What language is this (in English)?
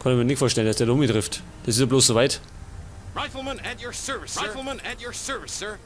Bavarian